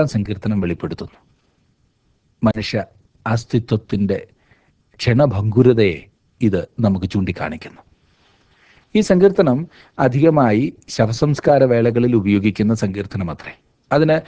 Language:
Malayalam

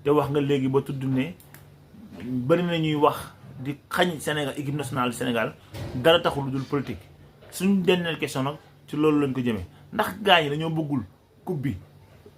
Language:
Wolof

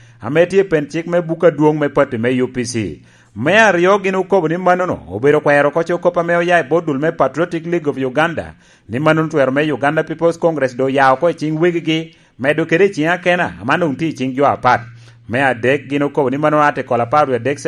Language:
Lango (Uganda)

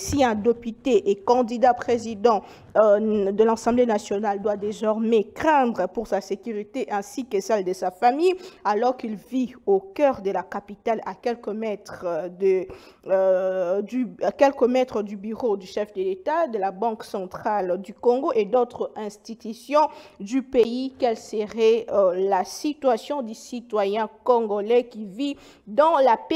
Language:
French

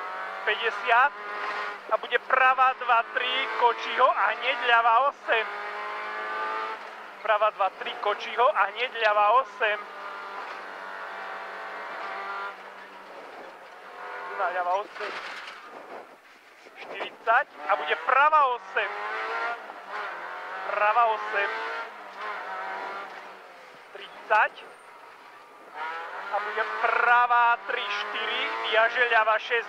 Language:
Slovak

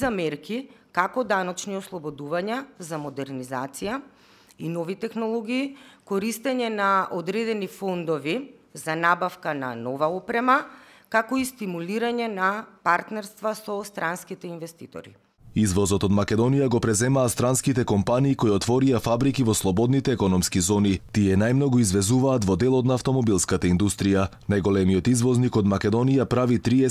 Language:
Macedonian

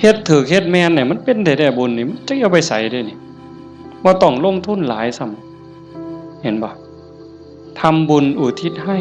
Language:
Northeastern Thai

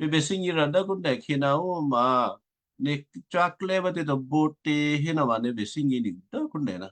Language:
Western Kayah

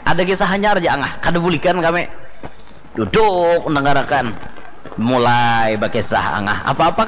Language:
Banjar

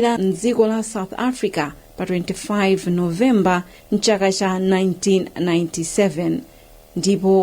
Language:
Nyanja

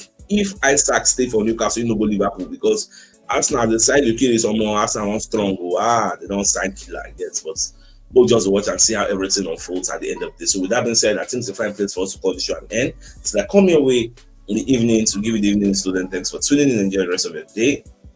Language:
Nigerian Pidgin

